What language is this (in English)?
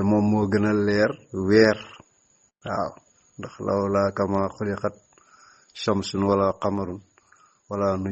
Wolof